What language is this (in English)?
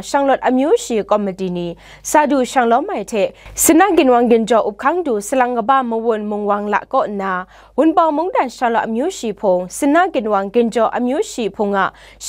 Kachin